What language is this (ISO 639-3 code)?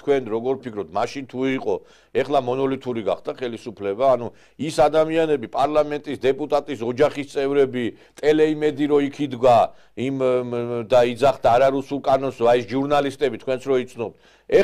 kat